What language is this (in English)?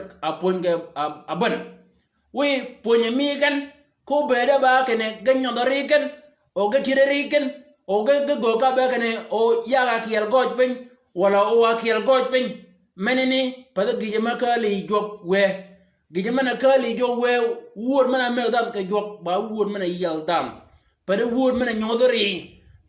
Shilluk